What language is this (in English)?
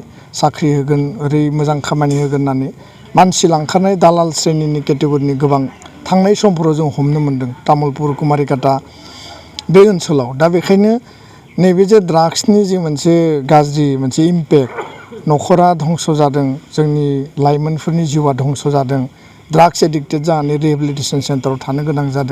Bodo